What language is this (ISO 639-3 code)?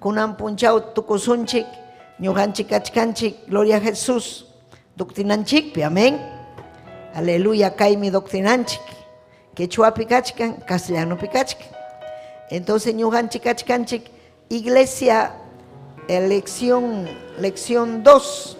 quy